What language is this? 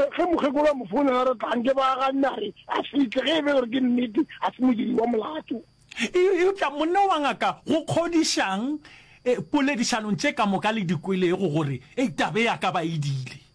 Northern Sotho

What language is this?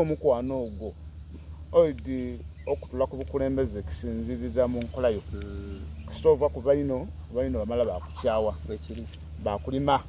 Soga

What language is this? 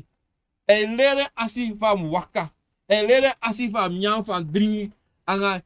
Sranan Tongo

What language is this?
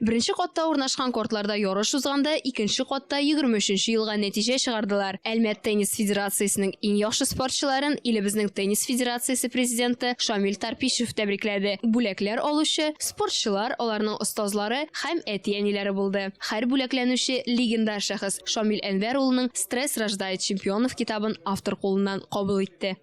Tatar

